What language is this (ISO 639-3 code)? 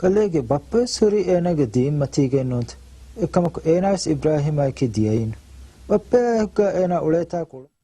div